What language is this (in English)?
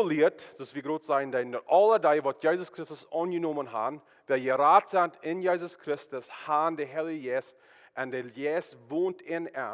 Plautdietsch